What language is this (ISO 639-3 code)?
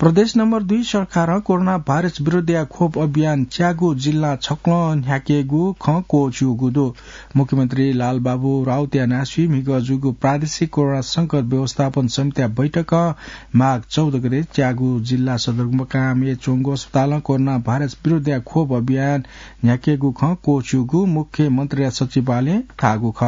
new